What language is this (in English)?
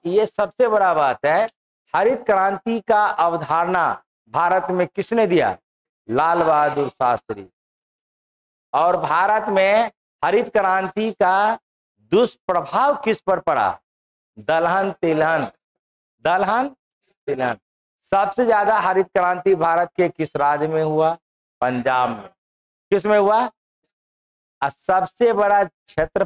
Hindi